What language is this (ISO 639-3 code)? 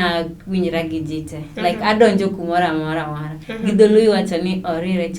luo